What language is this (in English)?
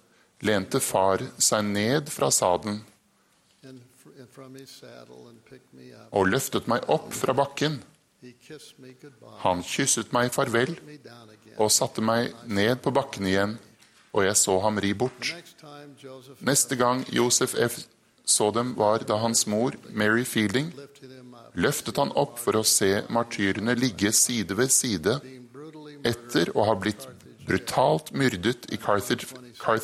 Norwegian